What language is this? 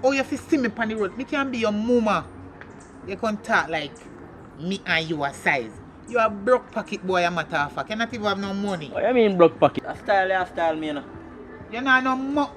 Jamaican Creole English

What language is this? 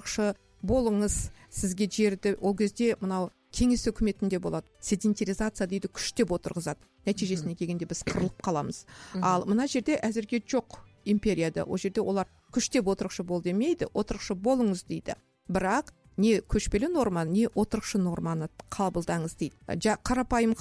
Kazakh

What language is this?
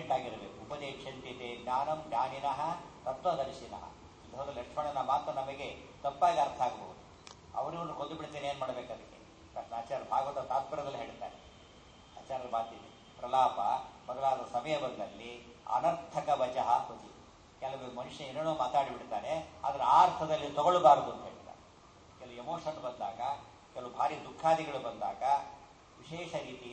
Kannada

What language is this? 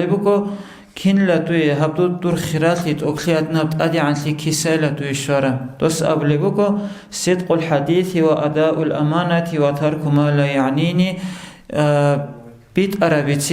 Avaric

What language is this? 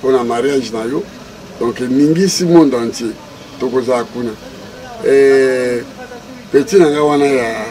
Lingala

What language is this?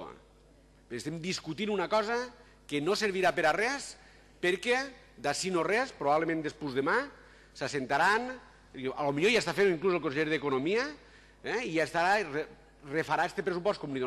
Catalan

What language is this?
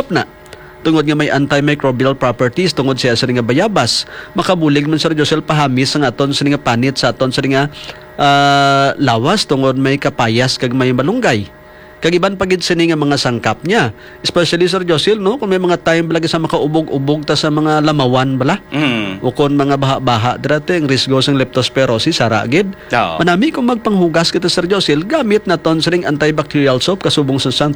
Hiligaynon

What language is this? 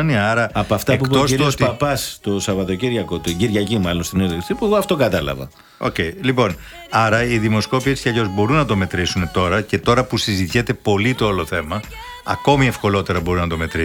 Greek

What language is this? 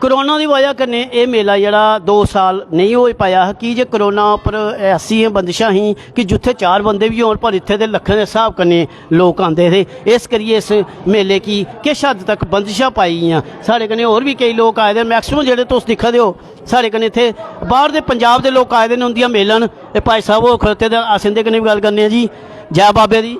Dogri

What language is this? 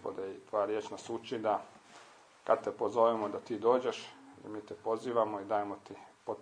Croatian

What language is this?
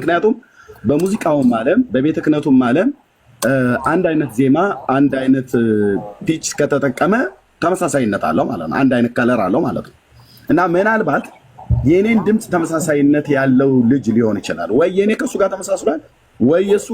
Amharic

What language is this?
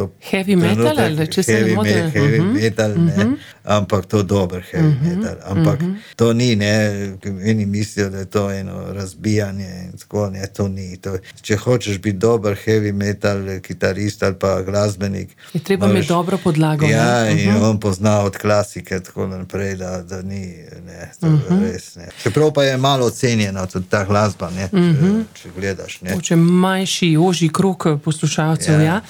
Slovenian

